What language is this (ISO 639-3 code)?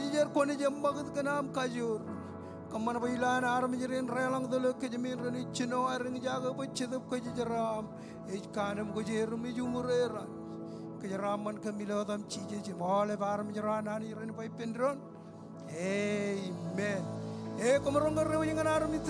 mah